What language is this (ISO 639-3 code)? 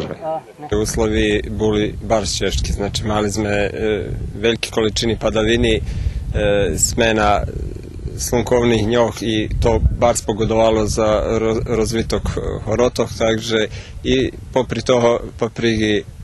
rue